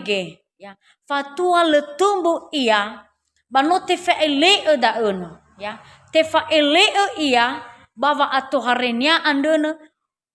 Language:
Nias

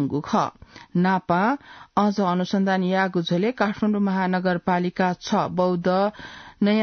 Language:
Newari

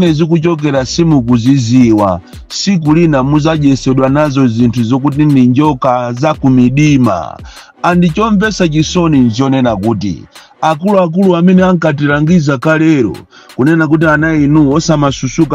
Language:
Nyanja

